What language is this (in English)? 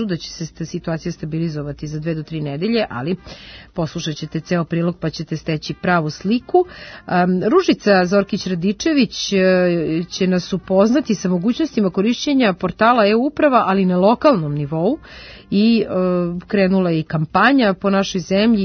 Serbian